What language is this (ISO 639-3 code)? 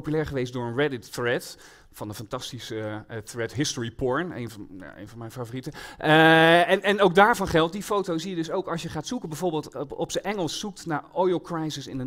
nld